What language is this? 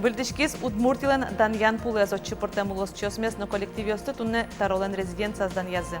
Udmurt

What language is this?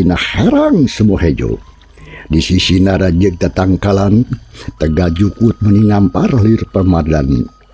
Sundanese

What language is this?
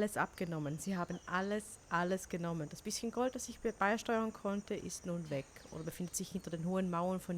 Swiss German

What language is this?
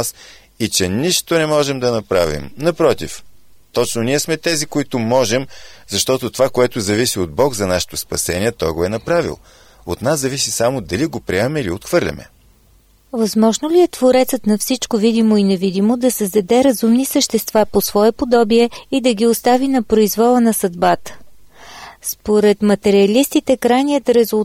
Bulgarian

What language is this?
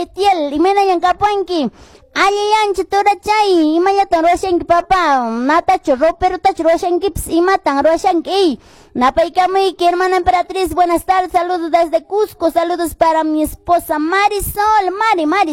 Quechua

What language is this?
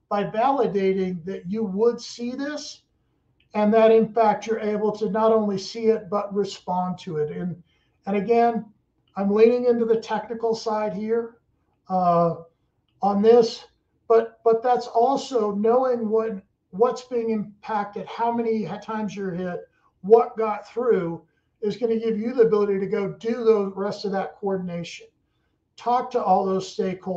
English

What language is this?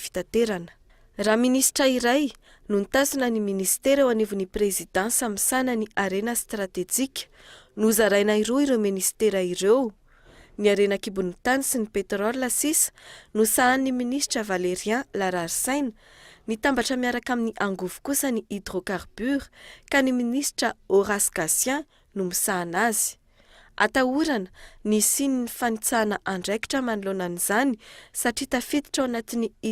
Malagasy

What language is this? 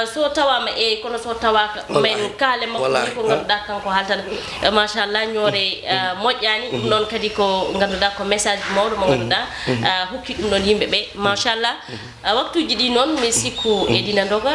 Fula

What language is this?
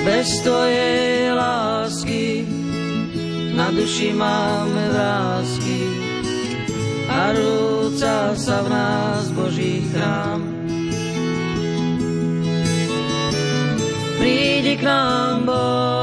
Slovak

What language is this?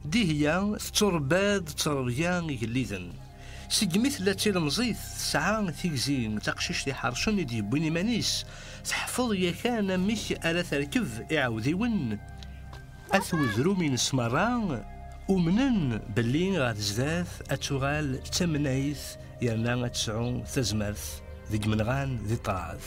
Kabyle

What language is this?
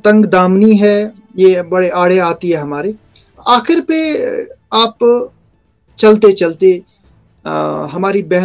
Urdu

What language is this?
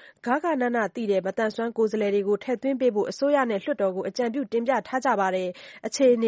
Burmese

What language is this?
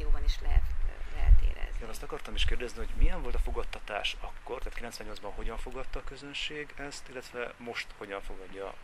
Hungarian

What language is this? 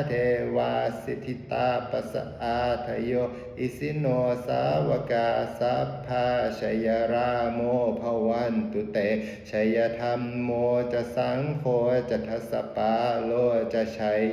Pali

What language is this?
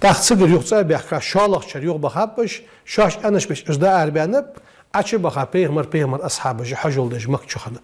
Ingush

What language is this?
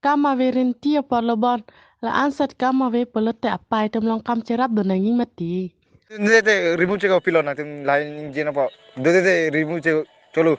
Karbi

